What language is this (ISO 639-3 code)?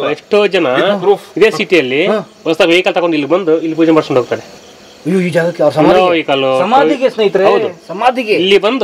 kan